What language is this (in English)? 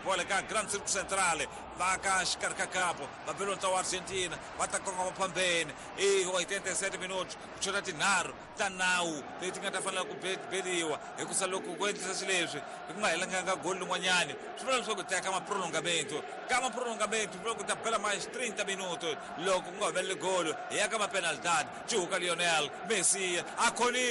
Tsonga